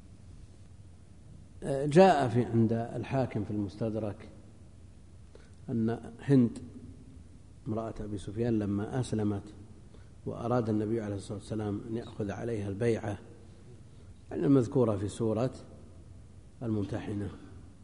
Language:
Arabic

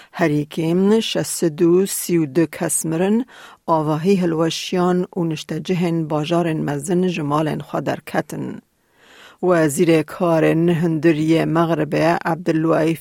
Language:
Kurdish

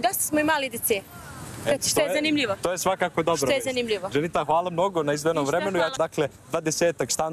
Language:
Serbian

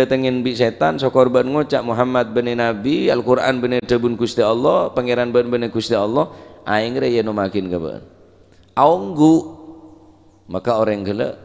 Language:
Madurese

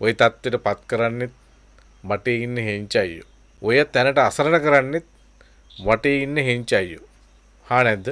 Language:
Sinhala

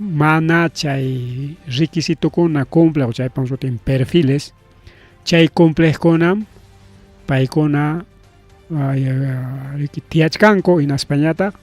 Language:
Ayacucho Quechua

